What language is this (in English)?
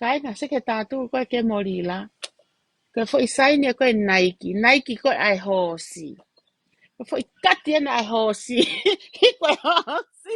Tongan